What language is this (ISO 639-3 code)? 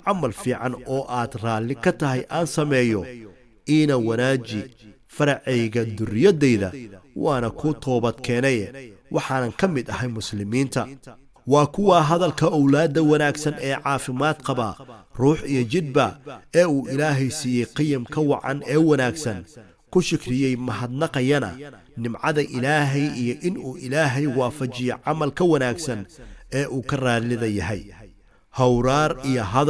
som